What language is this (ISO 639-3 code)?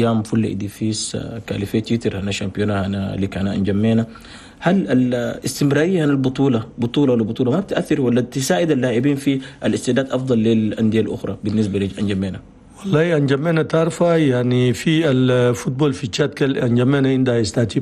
shu